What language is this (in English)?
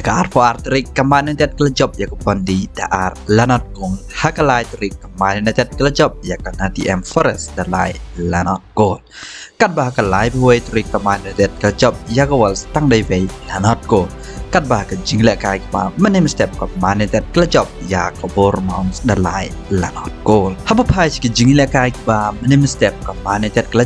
Khasi